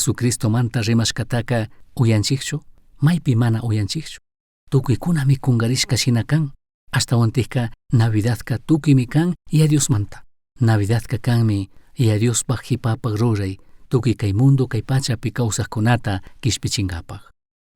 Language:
Chimborazo Highland Quichua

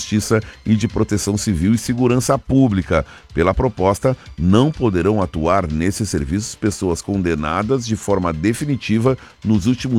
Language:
Portuguese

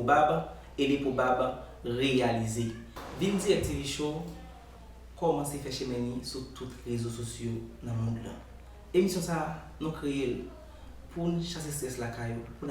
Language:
Haitian Creole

